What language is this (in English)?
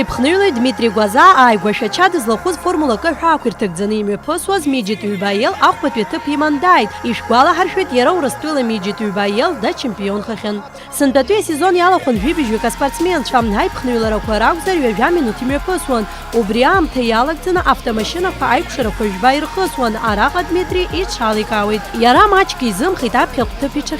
Abkhazian